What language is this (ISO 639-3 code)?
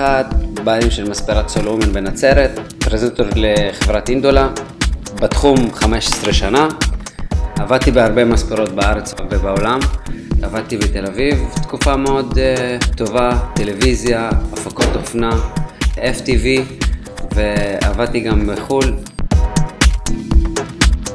heb